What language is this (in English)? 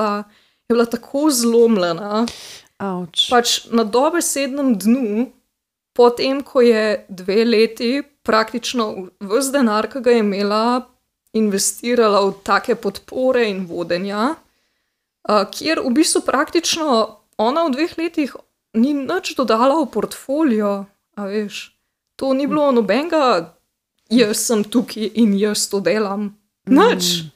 Slovenian